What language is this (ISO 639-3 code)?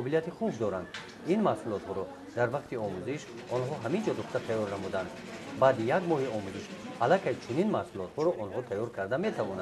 tgk